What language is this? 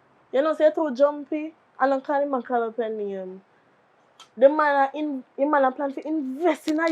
Jamaican Creole English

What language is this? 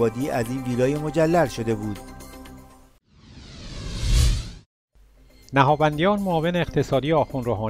Persian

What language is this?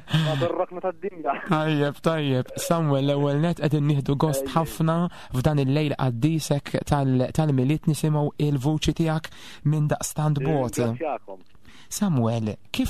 Maltese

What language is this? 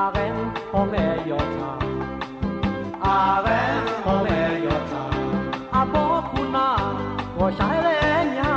Akha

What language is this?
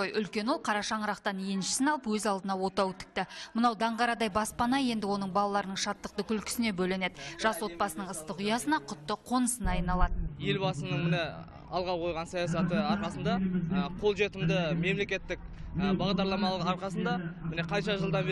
Kazakh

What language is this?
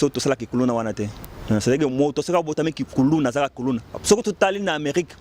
Lingala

